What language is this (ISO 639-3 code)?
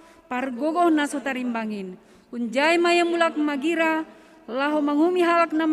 bts